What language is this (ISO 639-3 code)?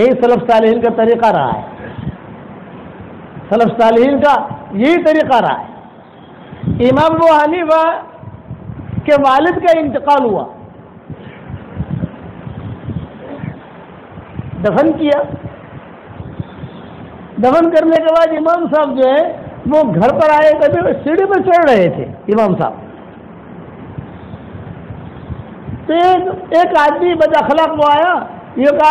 urd